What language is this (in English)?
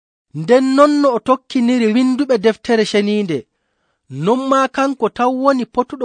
Nigerian Fulfulde